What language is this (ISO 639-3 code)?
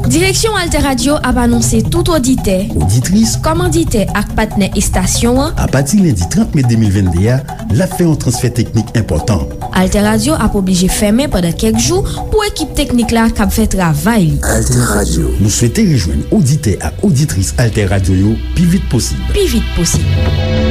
hat